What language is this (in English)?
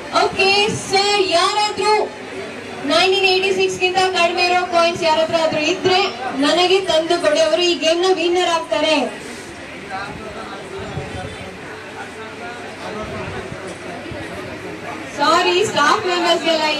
Kannada